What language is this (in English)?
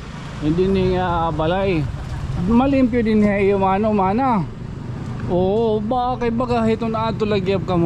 Waray